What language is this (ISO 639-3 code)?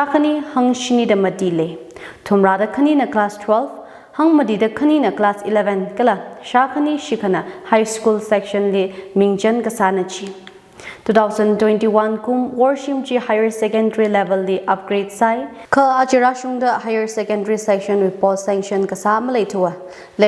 nmf